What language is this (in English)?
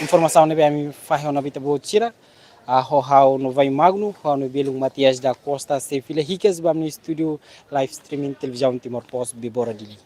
Tetum